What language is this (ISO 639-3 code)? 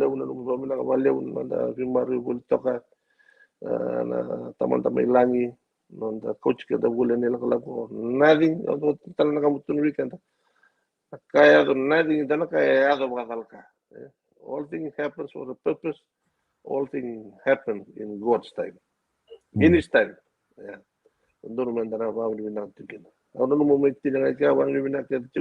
fij